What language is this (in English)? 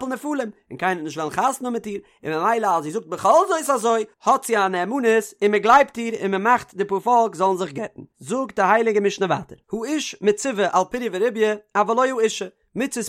Yiddish